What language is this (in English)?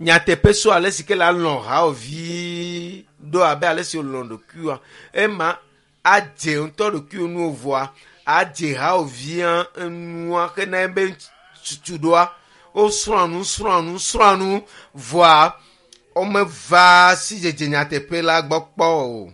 Ewe